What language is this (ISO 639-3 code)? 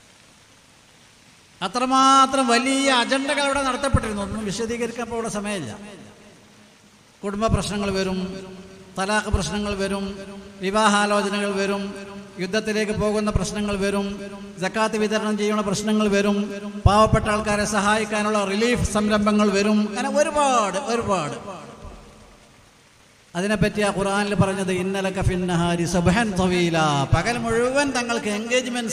mal